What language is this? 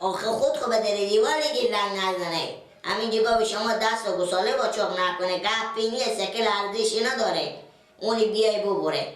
Persian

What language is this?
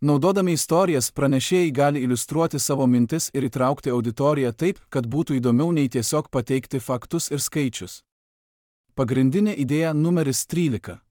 Lithuanian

